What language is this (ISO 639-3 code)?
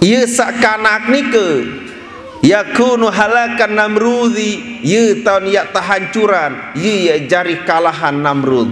sas